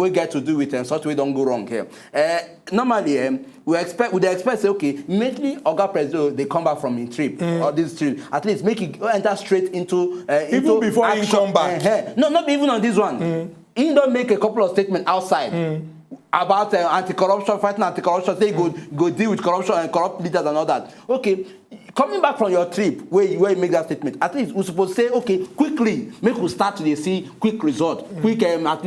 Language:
Nigerian Pidgin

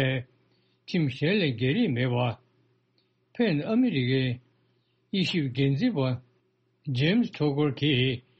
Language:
Tibetan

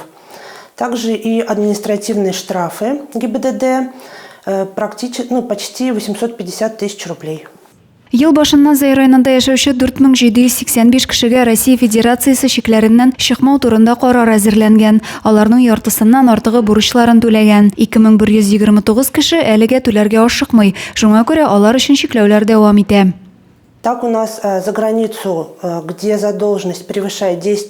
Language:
Tatar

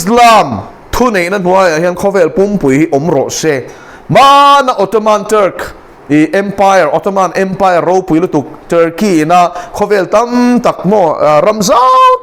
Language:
Mizo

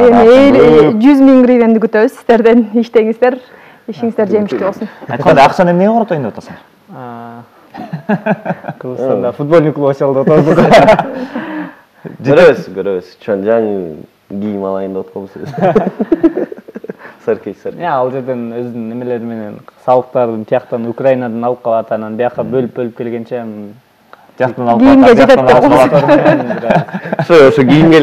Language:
Kyrgyz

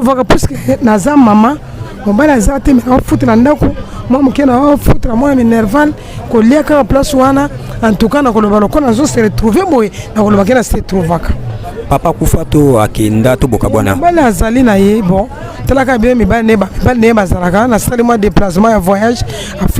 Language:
Lingala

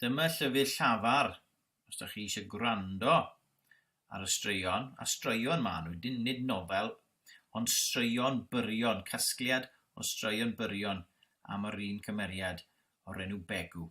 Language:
Welsh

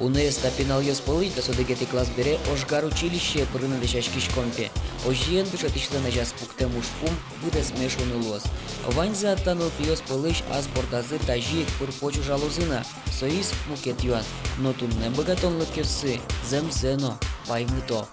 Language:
Udmurt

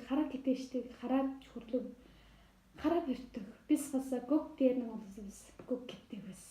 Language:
Tuvinian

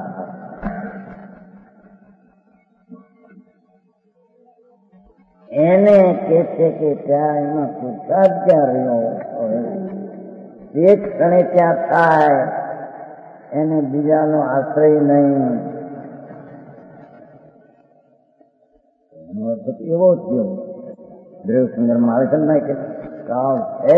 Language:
Gujarati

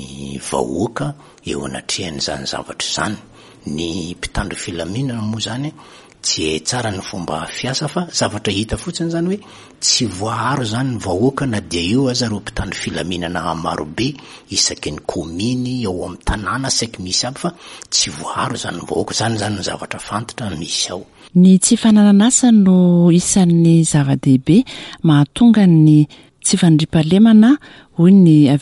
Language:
Malagasy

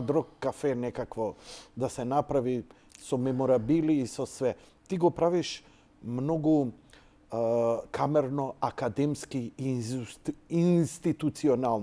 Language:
Macedonian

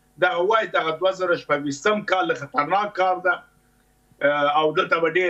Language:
Pashto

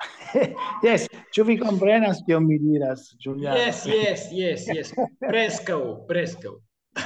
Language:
Esperanto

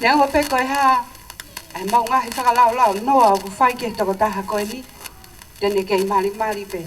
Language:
Tongan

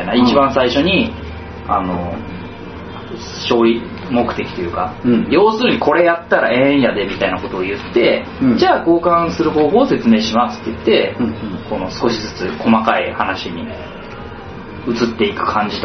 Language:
Japanese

